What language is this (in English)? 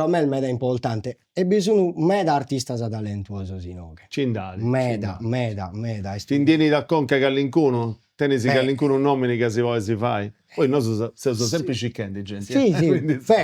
Sardinian